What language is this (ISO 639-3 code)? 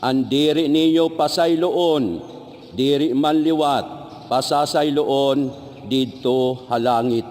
war